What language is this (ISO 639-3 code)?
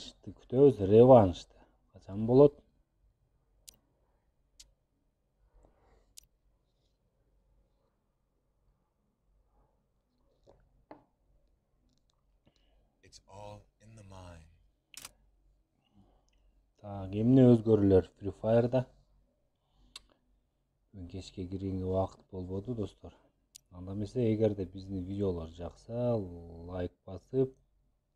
kir